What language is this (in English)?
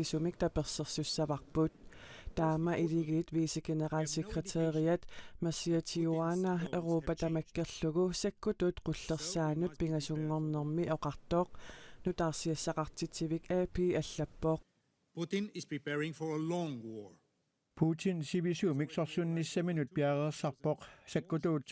Kalaallisut